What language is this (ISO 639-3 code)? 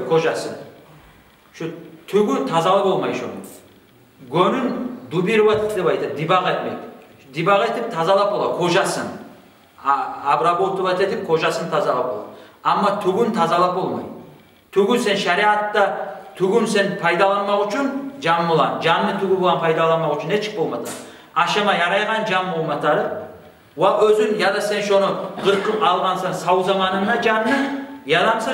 kum